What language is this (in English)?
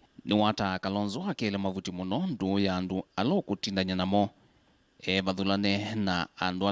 Kamba